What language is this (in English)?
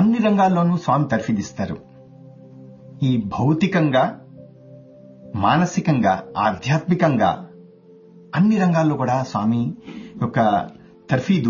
Telugu